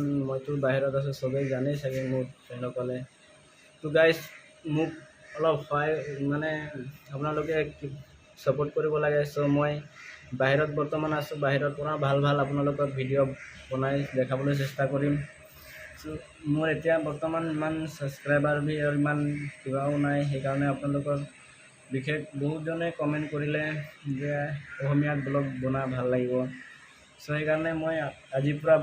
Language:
Assamese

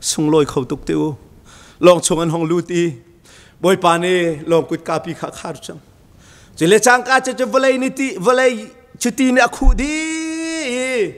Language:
Hakha Chin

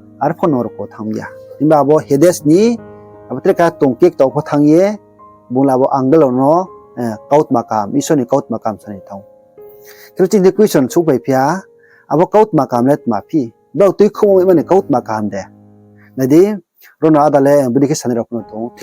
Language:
Riang (India)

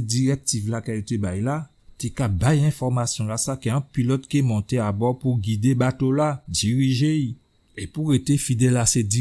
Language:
Guadeloupean Creole French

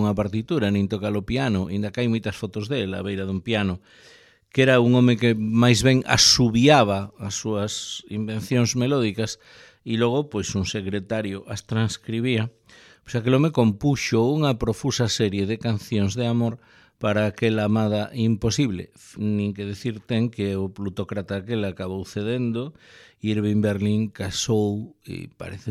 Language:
Galician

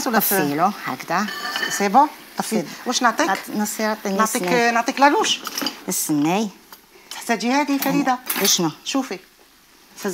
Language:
Algerian Arabic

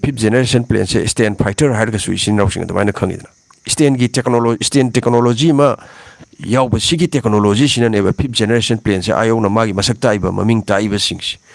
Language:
Manipuri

